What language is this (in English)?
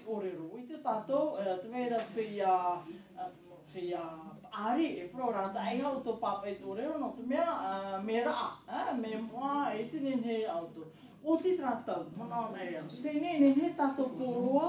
Tahitian